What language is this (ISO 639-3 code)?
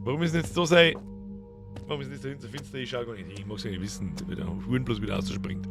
bar